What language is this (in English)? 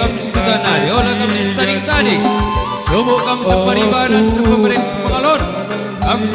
Batak Karo